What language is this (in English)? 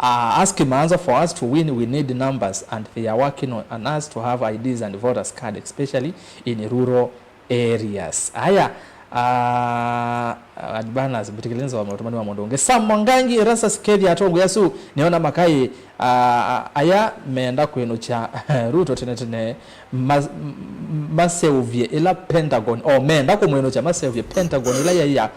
Kamba